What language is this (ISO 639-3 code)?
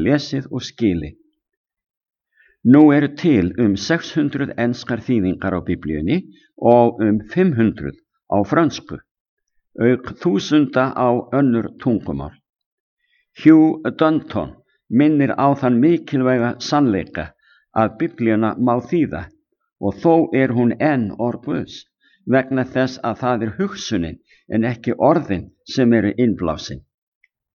isl